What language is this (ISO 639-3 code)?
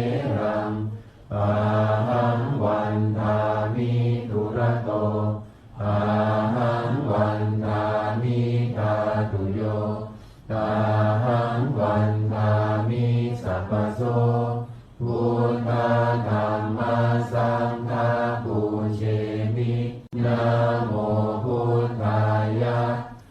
pli